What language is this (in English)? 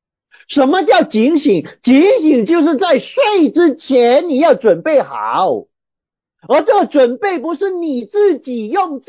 Chinese